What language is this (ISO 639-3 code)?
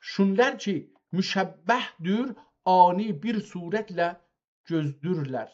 azb